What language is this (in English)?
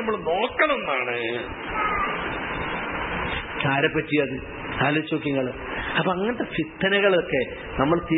Malayalam